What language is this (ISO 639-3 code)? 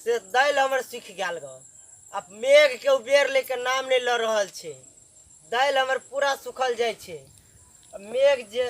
mai